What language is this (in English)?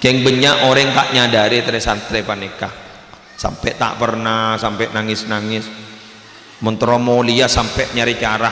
Madurese